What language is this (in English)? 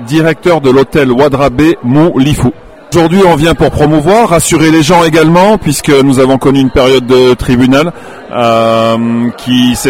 French